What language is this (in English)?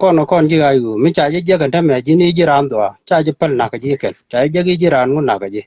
Nuer